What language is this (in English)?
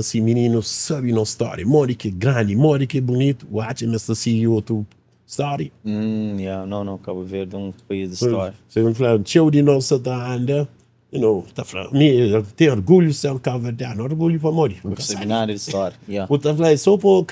Kabuverdianu